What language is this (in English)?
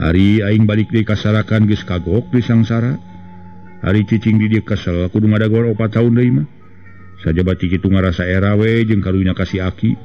Sundanese